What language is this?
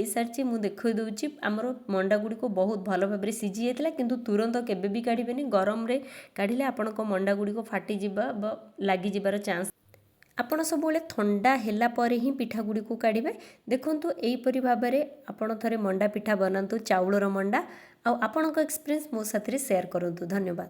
Odia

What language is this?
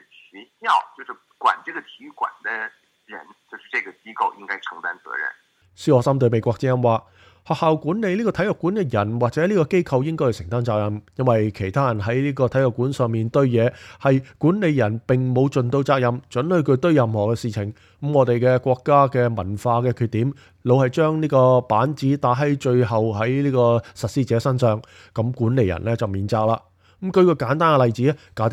Cantonese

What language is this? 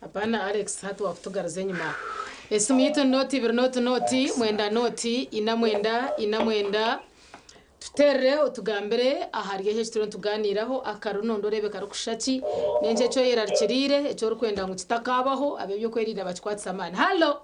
Nyankole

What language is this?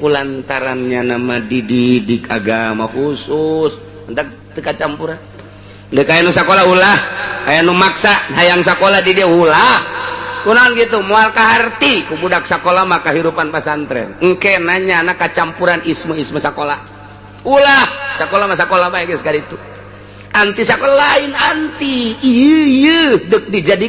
Sundanese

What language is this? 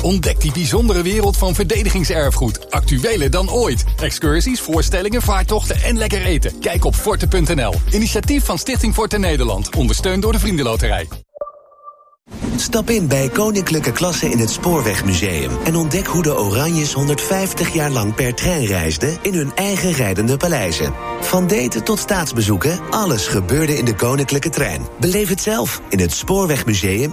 Dutch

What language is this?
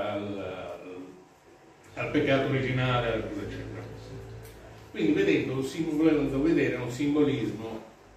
Italian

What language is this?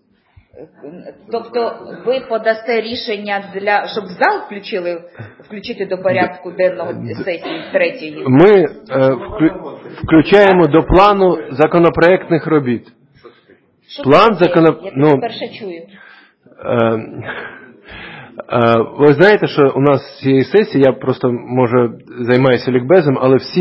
Ukrainian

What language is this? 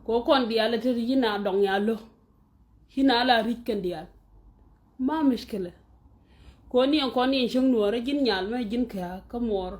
Nuer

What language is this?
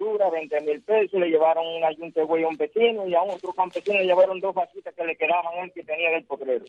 Spanish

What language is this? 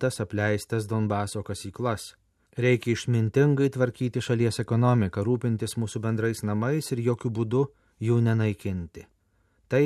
Lithuanian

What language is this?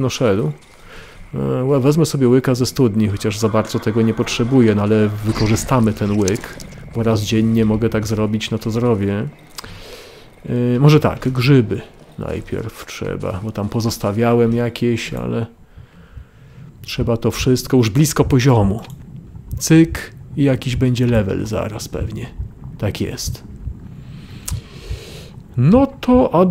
Polish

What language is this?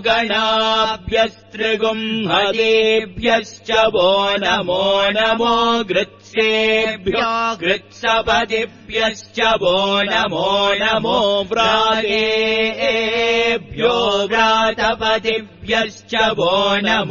Sanskrit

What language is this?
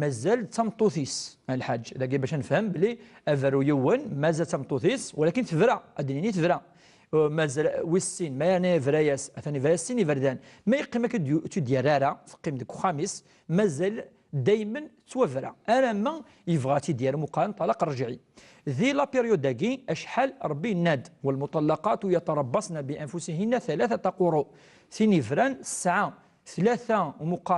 Kabyle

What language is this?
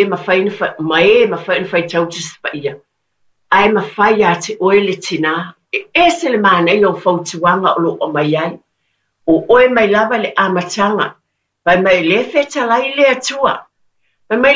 Samoan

